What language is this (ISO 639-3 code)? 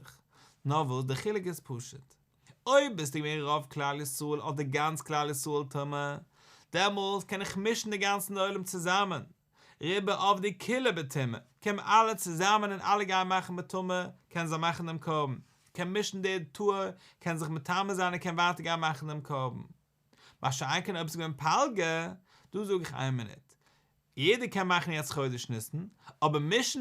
yid